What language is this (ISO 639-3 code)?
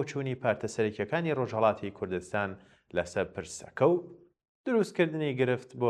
ckb